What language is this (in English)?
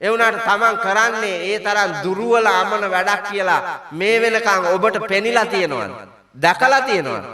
Sinhala